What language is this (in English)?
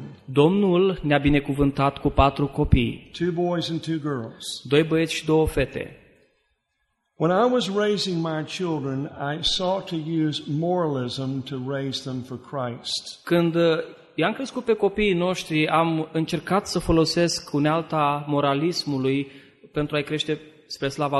Romanian